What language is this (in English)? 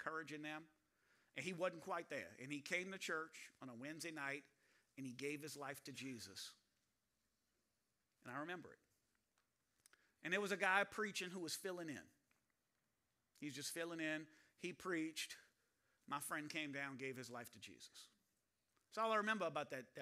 English